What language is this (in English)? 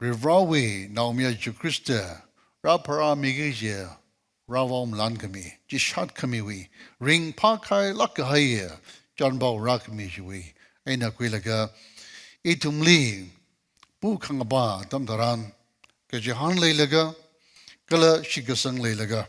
Tangkhul Naga (India)